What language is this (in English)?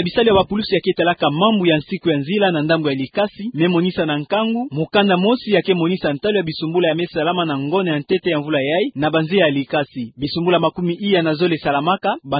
Kituba (Democratic Republic of Congo)